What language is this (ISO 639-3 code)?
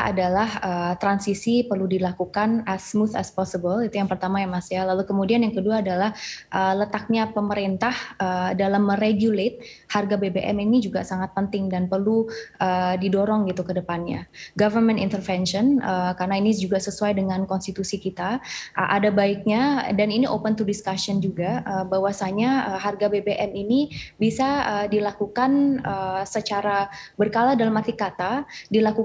ind